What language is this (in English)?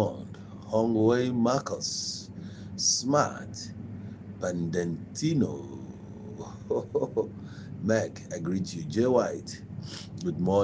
Igbo